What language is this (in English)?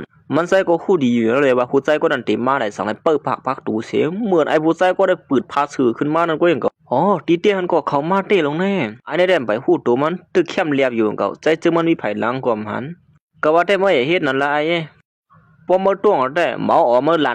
Shan